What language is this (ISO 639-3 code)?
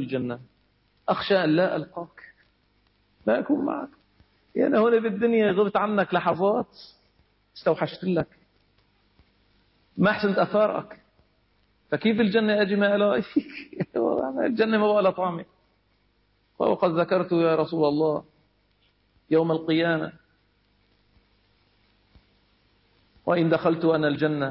ara